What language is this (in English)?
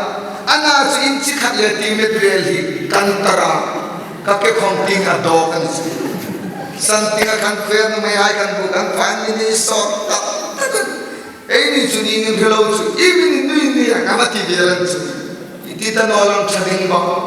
Hmar